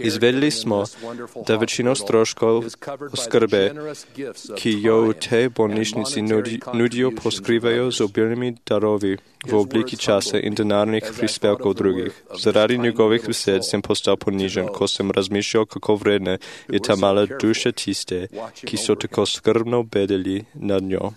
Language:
Serbian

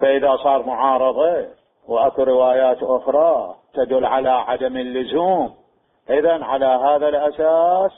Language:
Mesopotamian Arabic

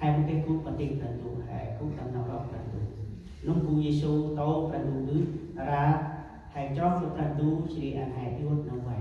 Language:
Central Mnong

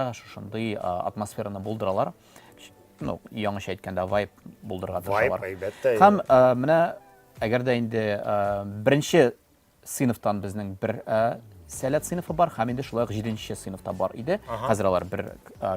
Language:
Tatar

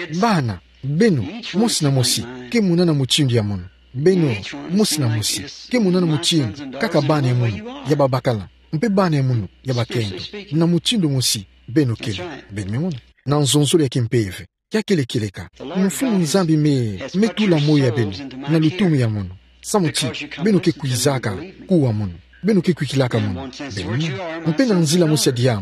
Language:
Kituba (Democratic Republic of Congo)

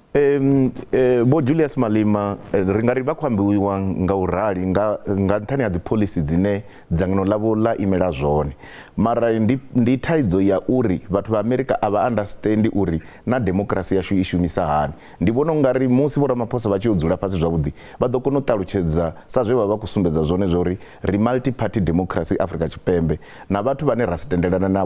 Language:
Venda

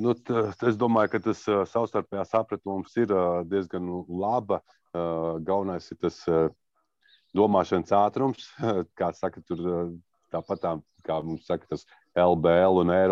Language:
Latvian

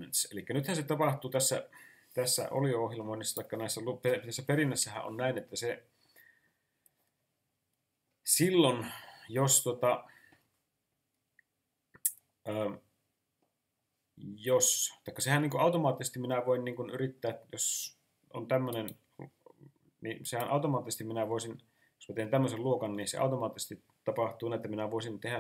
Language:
Finnish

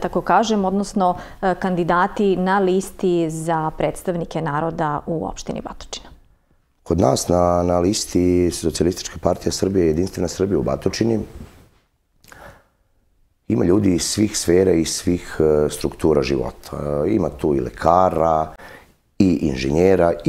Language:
Serbian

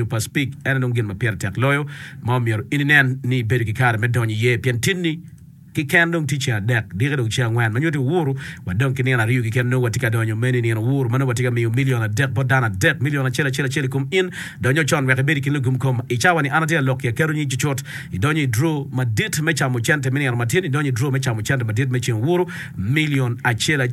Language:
Acoli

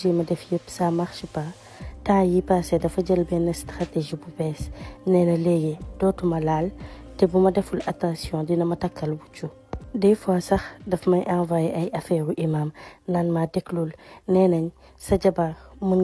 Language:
Wolof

